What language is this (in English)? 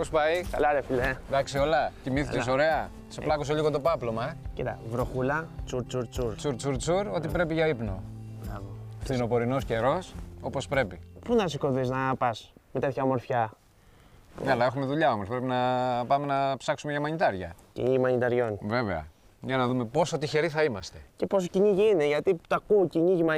Greek